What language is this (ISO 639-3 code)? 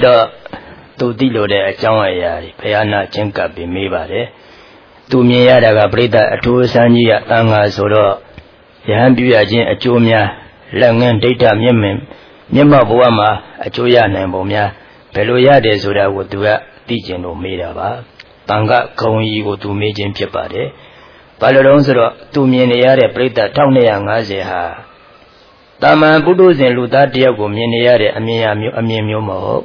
mya